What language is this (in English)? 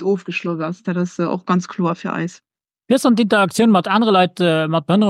Luxembourgish